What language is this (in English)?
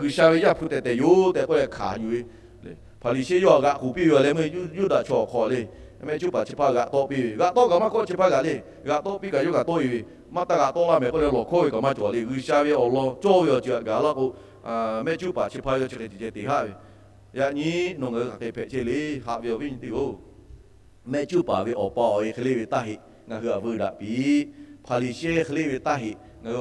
Lahu